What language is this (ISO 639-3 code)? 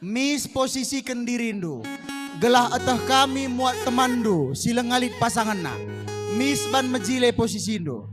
btx